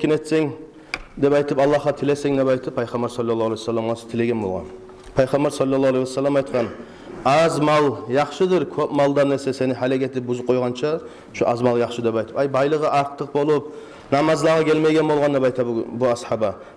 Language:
Kumyk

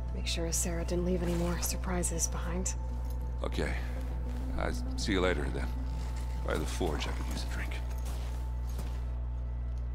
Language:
English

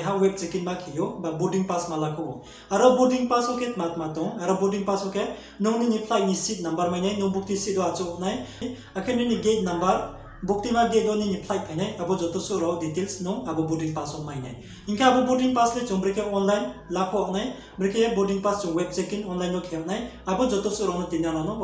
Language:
Riang (India)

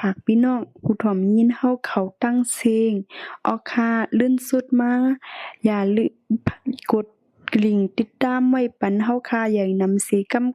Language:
Shan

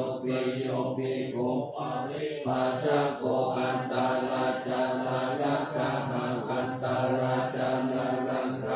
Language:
Pali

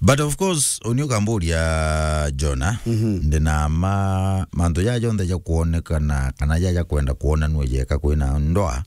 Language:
Meru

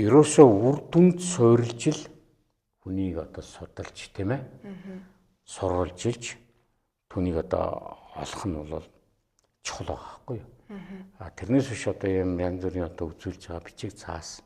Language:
Mongolian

